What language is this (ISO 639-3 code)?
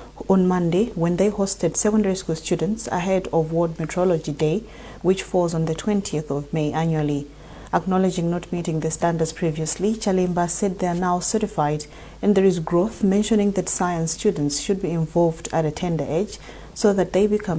eng